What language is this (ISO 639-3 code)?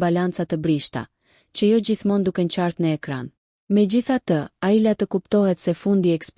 sqi